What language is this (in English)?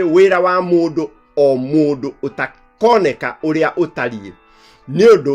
Kikuyu